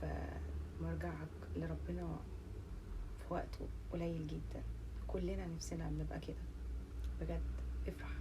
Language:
Egyptian Arabic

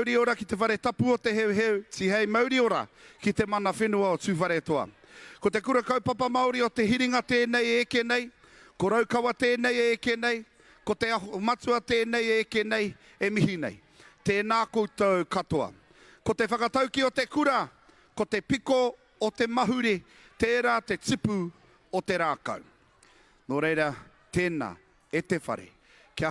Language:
Māori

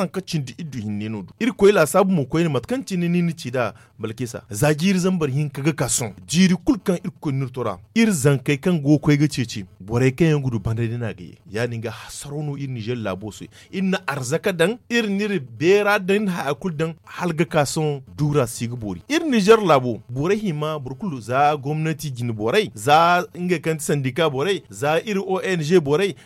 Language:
Zarma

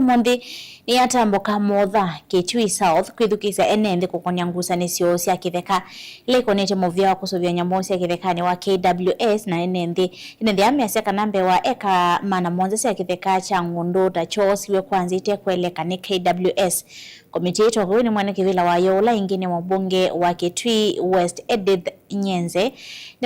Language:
Kamba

